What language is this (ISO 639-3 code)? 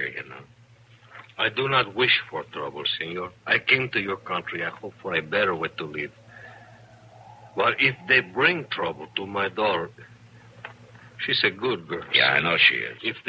eng